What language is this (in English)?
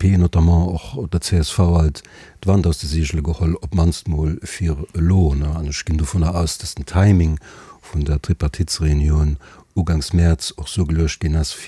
Luxembourgish